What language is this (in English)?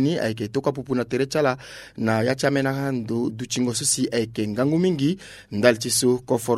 Sango